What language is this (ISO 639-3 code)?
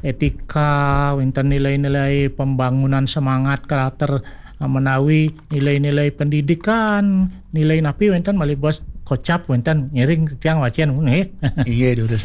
ban